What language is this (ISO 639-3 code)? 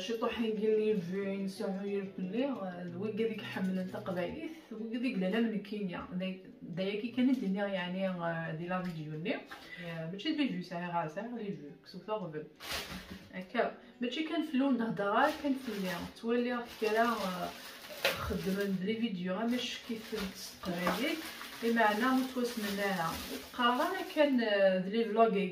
kab